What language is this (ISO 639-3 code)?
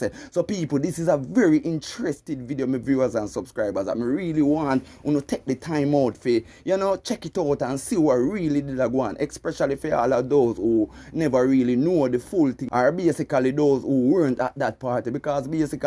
jam